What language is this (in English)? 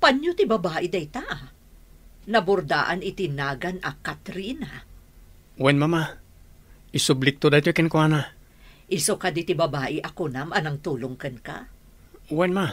Iloko